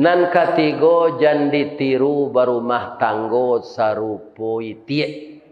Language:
Minangkabau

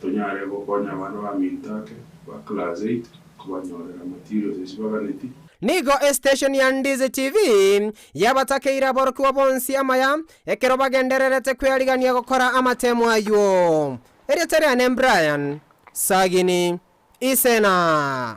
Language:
Gusii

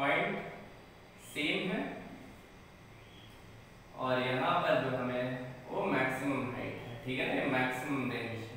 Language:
Hindi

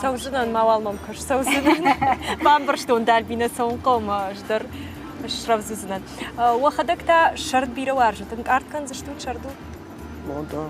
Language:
Ossetic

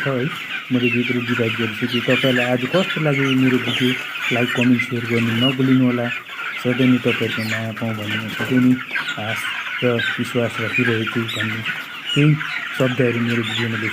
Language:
Nepali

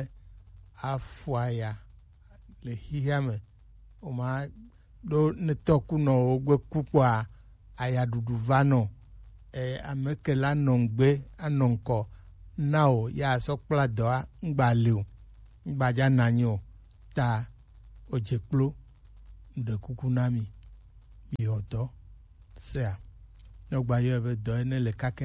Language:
Gen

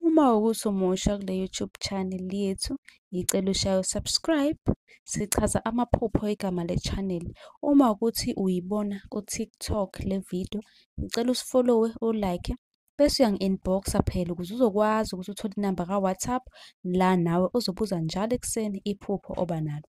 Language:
Zulu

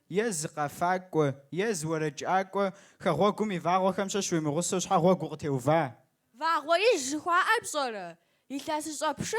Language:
Kabardian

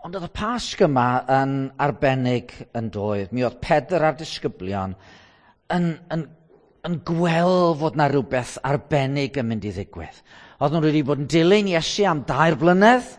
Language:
Welsh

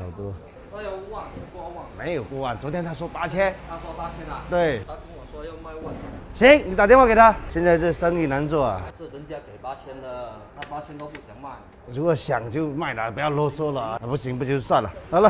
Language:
Chinese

